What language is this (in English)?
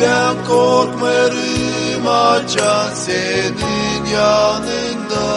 Gagauz